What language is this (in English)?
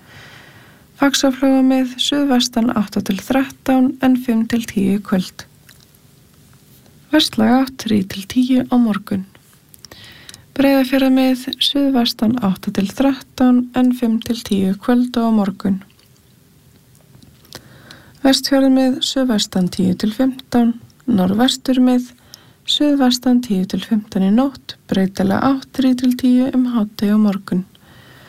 Icelandic